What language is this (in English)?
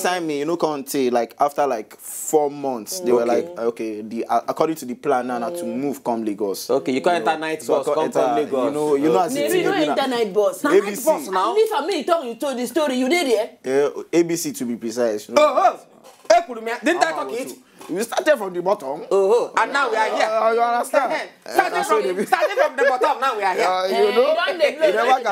Nigerian Pidgin